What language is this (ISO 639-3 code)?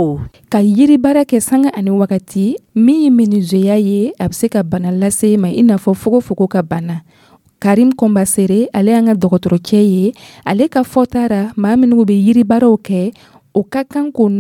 dyu